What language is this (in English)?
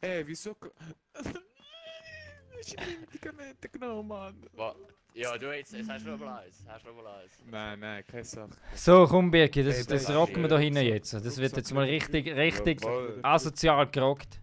Swiss German